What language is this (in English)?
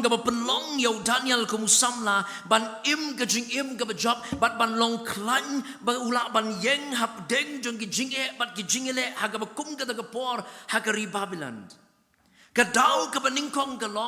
Khasi